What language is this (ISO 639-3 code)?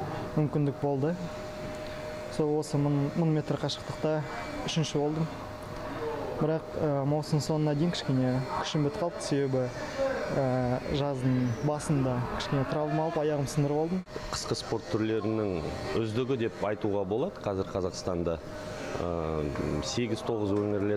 kaz